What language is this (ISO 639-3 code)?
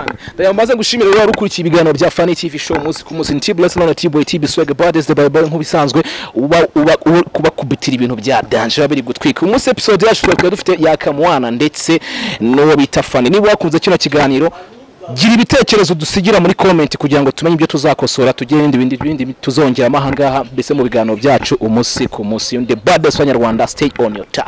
kin